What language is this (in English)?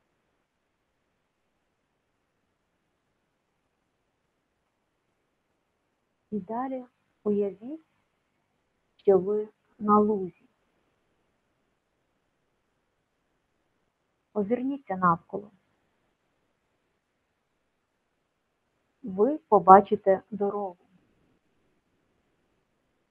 Ukrainian